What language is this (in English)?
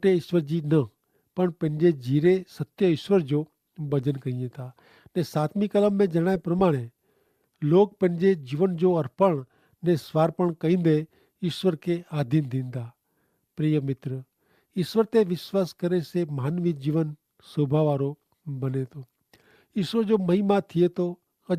Kachhi